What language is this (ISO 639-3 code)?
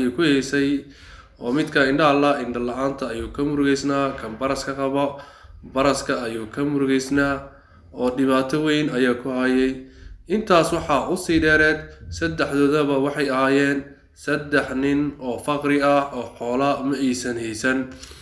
som